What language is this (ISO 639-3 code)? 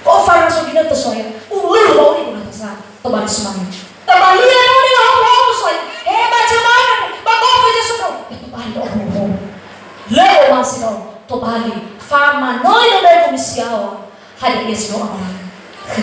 nia